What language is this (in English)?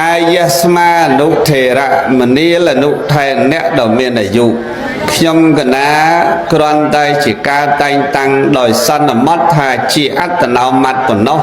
Khmer